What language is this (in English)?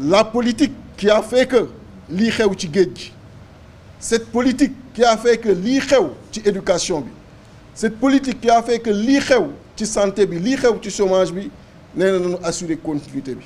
Wolof